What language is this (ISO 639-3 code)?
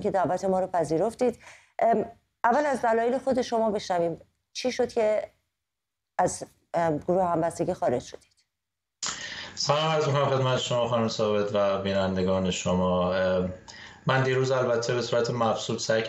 fas